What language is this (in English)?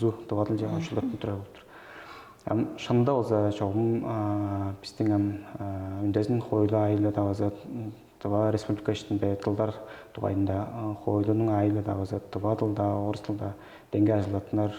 Tuvinian